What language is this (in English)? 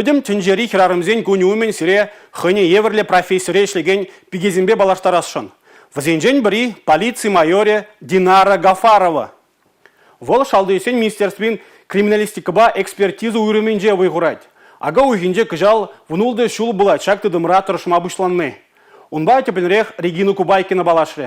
Chuvash